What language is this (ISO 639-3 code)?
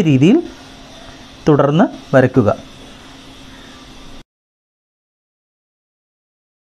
mal